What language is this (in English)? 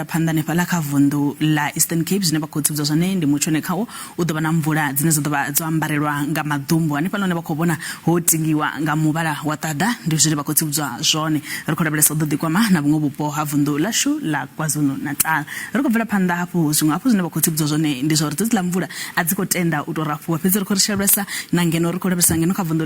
Venda